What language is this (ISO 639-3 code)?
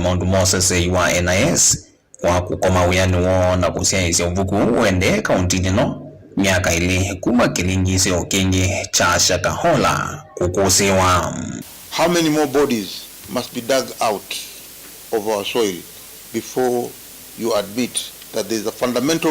kam